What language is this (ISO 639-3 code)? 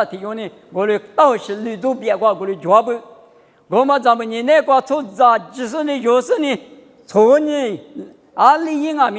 lis